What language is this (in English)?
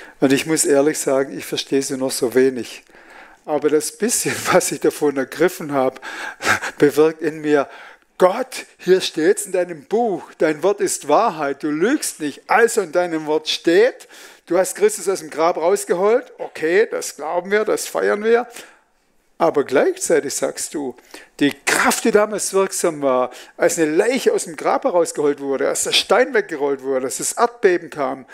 Swiss German